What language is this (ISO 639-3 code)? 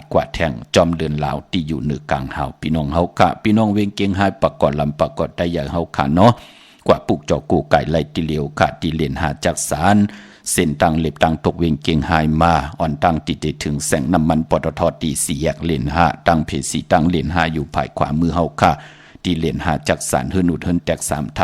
shn